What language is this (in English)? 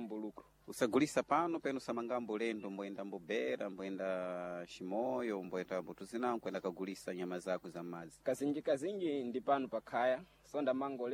Sena